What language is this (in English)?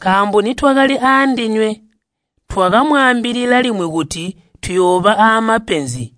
Tonga (Zambia)